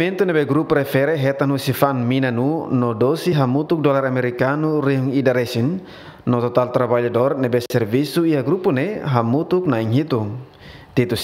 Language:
Tetum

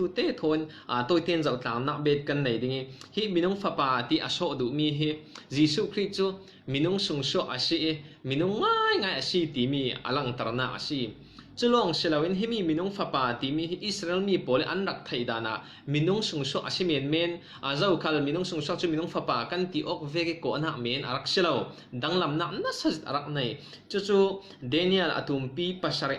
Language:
Falam Chin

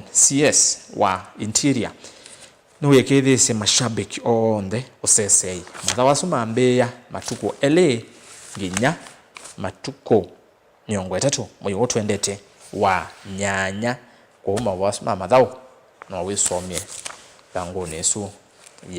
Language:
Kamba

